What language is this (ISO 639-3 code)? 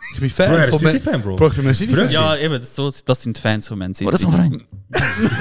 gsw